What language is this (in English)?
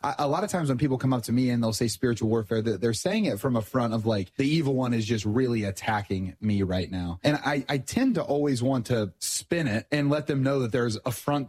English